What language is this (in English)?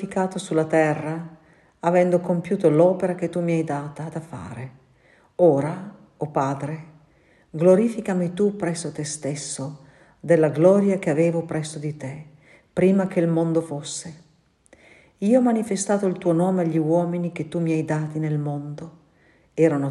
Italian